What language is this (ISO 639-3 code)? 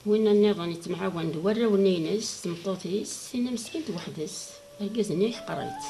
kab